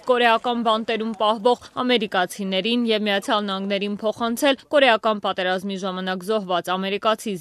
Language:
Armenian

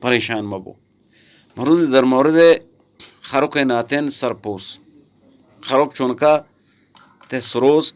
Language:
Eastern Balochi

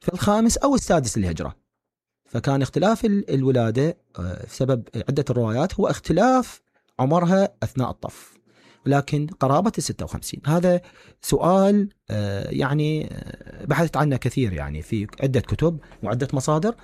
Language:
Mesopotamian Arabic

